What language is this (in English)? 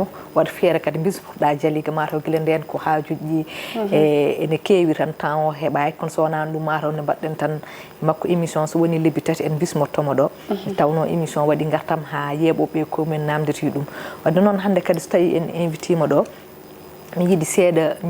Fula